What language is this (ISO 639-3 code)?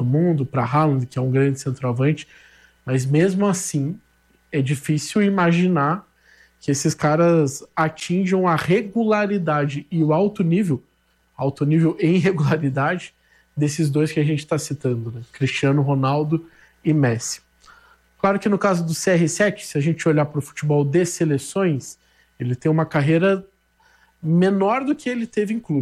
por